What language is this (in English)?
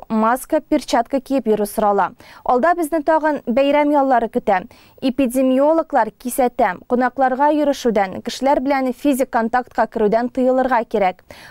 Tatar